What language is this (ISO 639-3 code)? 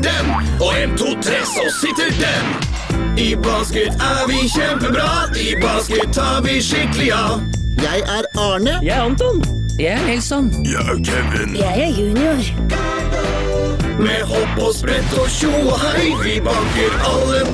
nor